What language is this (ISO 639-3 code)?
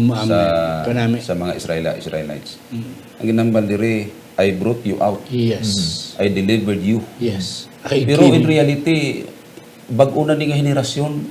hil